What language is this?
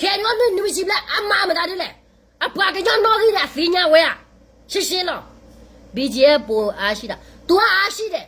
S'gaw Karen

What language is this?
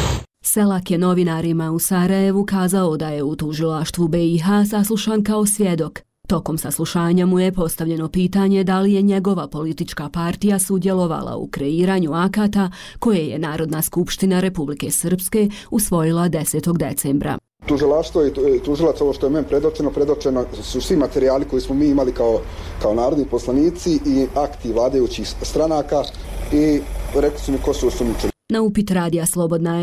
Bosnian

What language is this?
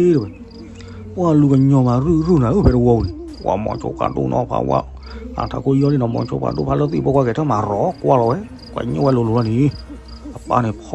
S'gaw Karen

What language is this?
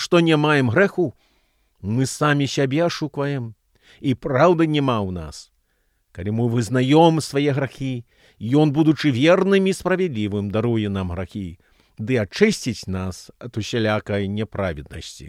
Belarusian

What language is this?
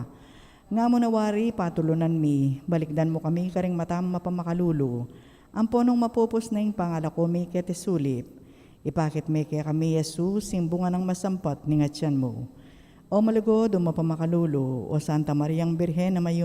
Pampanga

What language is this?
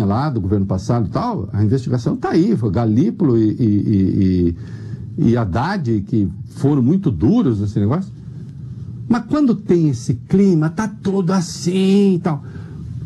Portuguese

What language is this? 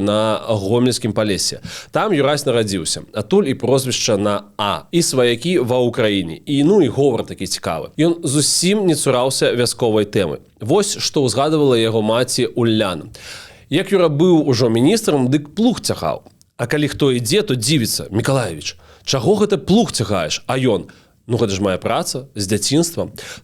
Belarusian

